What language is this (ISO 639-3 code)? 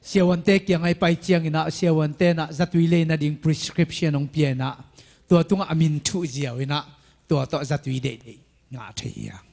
ctd